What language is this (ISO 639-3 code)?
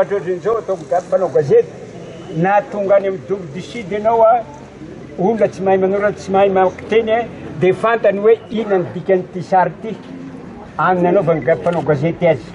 mlg